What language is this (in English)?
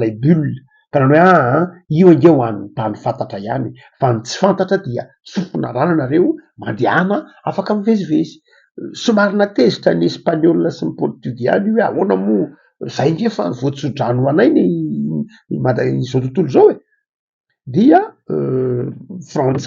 Malagasy